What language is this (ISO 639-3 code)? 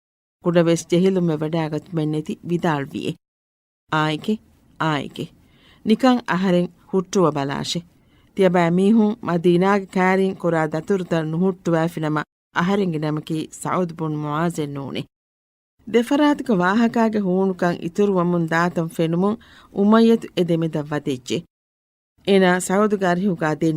div